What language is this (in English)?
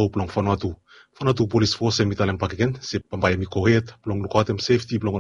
Bislama